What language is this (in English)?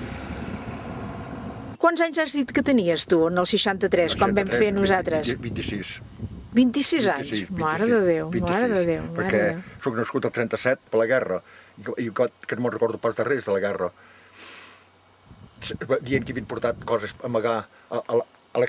Catalan